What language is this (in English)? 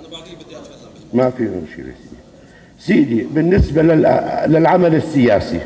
North Levantine Arabic